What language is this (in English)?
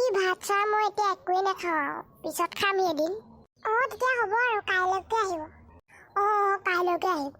Assamese